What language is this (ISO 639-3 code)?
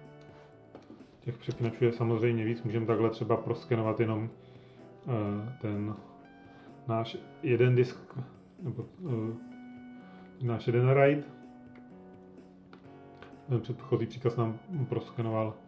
ces